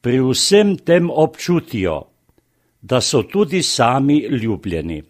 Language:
Slovenian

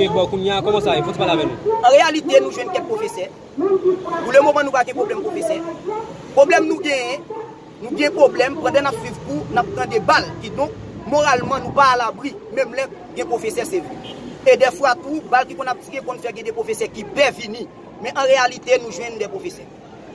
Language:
Haitian Creole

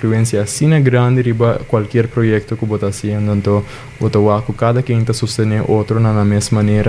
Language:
Papiamento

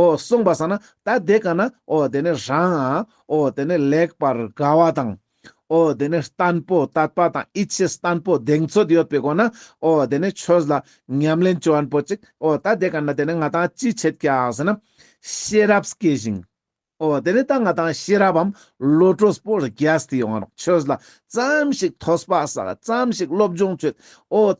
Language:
Ladakhi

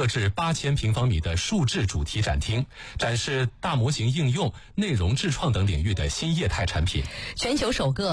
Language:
Chinese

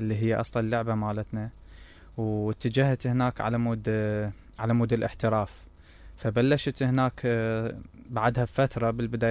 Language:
Mesopotamian Arabic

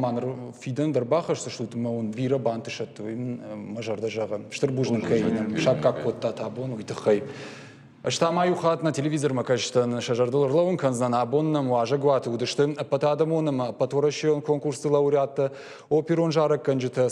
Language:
Ossetic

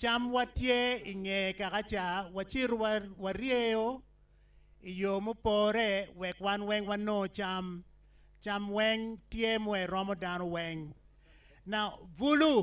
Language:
Acoli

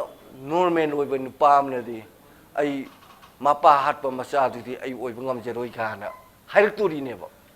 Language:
Manipuri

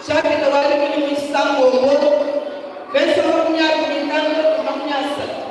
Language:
Luba-Lulua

